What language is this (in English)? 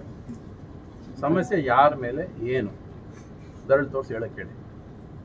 Kannada